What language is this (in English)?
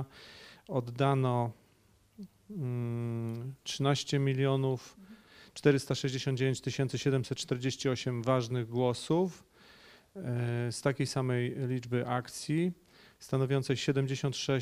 Polish